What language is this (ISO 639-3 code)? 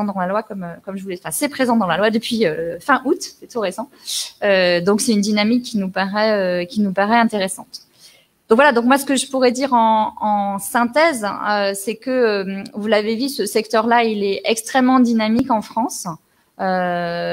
fra